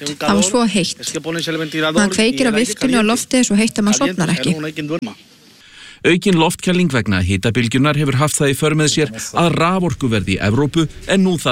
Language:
Icelandic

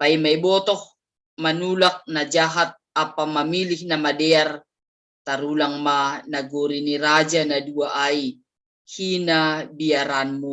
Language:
Batak Simalungun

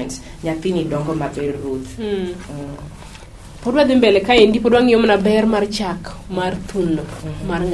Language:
Luo (Kenya and Tanzania)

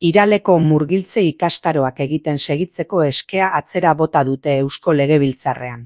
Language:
Basque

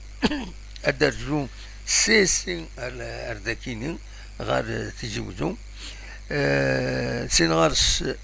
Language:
Kabyle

